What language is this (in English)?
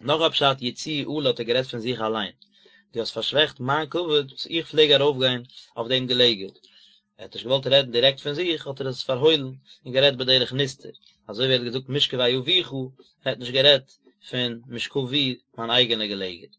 Yiddish